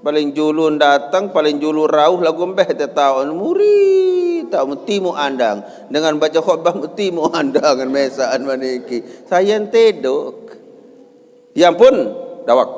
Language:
Sasak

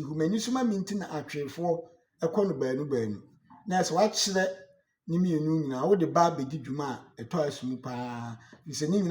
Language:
Akan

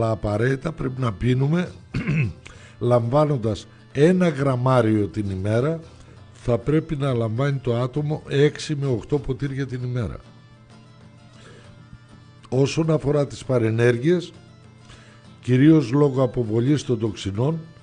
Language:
Greek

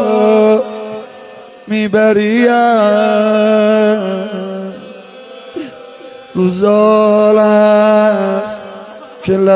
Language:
Persian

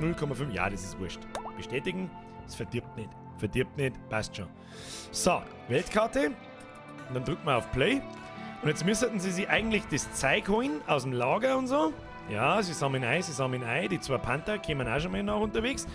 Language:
Bavarian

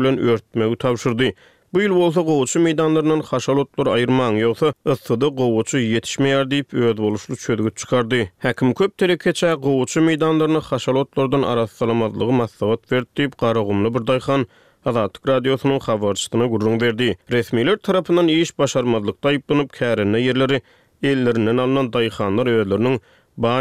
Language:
Turkmen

